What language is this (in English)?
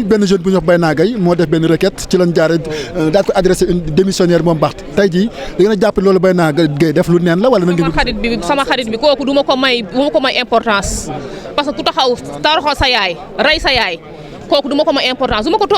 Wolof